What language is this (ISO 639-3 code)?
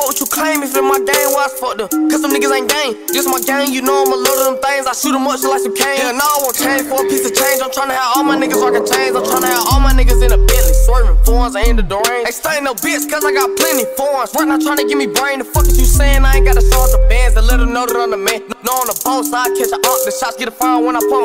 eng